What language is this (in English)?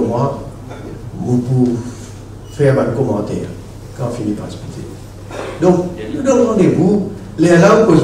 Morisyen